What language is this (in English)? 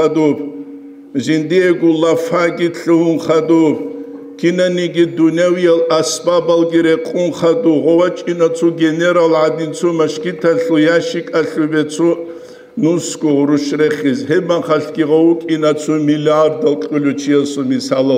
Avaric